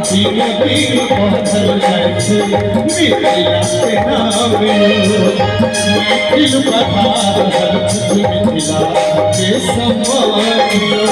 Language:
Maithili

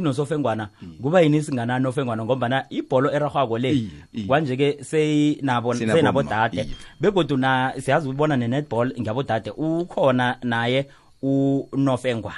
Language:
South Ndebele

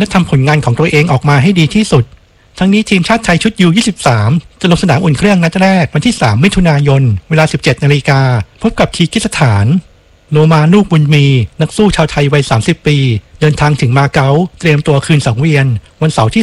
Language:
Thai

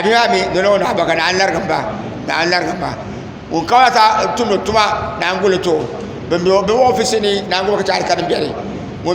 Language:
Dagbani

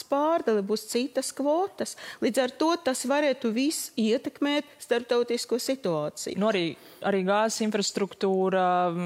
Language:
Latvian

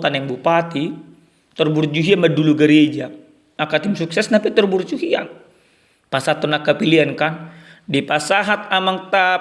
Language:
Batak Toba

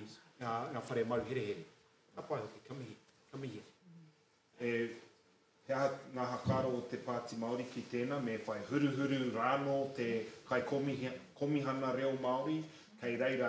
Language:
Māori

